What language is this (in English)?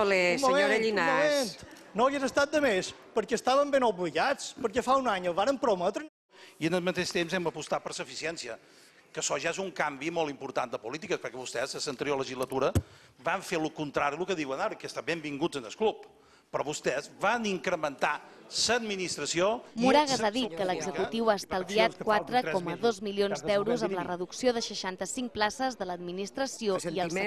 Catalan